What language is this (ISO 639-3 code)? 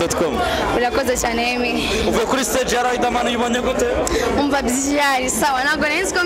kin